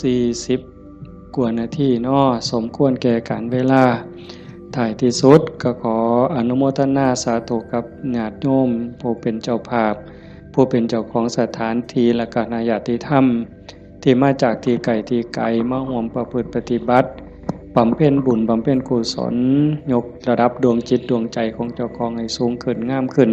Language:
Northeastern Thai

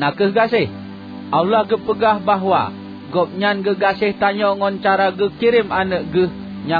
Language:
Achinese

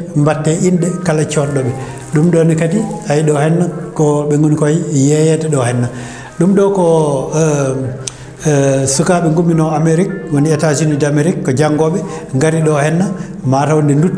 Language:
Fula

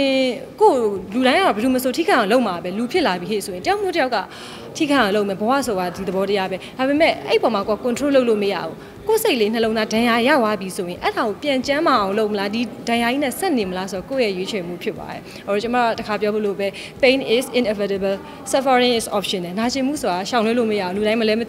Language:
Burmese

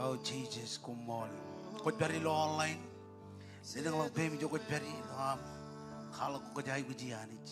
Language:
Marshallese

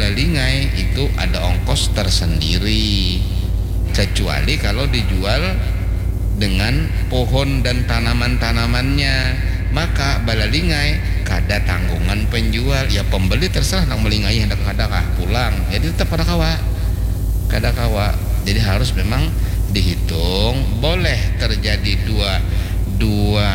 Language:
Banjar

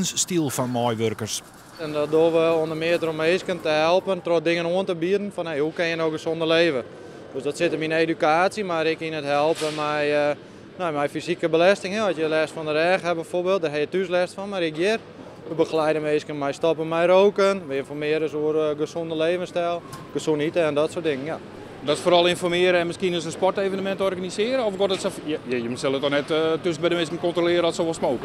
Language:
Western Frisian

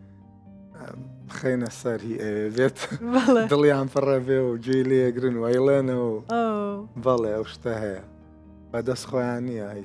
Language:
Central Kurdish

